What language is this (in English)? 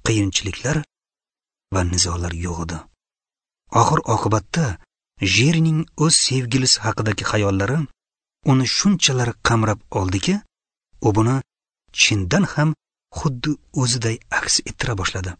Uzbek